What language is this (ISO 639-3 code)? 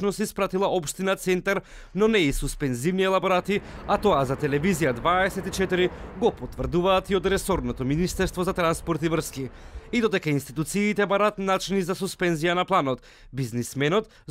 mkd